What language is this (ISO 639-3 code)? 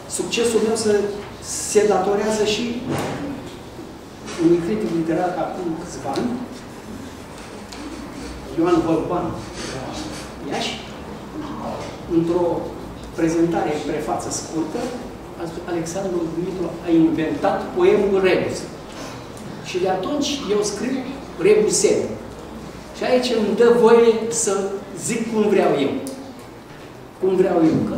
ron